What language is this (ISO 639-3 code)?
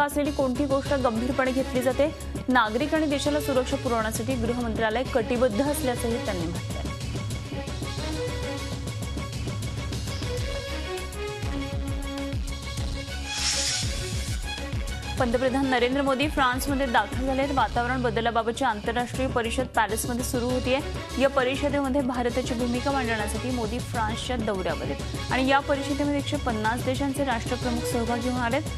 mar